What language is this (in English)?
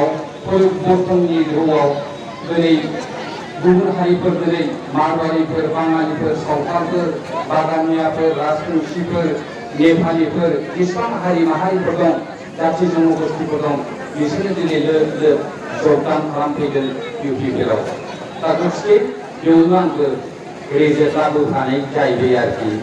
Bodo